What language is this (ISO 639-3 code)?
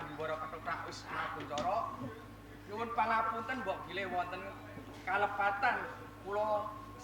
jav